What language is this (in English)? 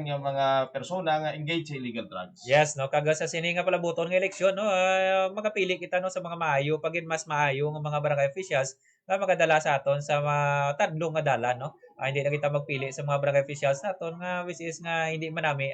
Hiligaynon